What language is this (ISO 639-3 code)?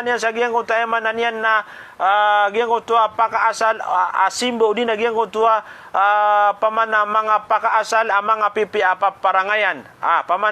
mrw